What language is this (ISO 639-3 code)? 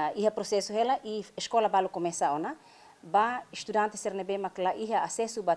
tet